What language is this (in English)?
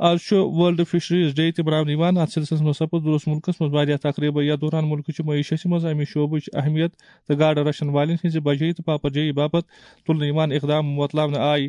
Kashmiri